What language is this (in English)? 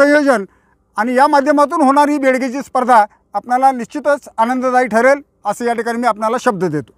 Marathi